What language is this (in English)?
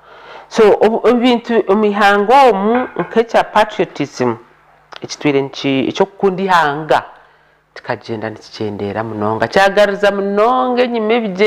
Nyankole